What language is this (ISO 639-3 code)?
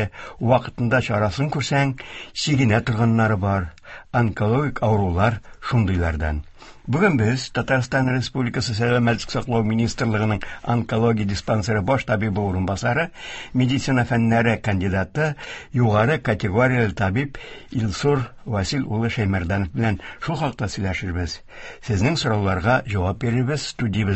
tat